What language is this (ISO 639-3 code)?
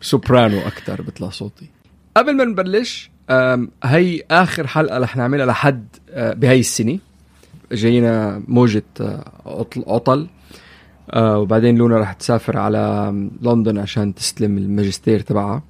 apc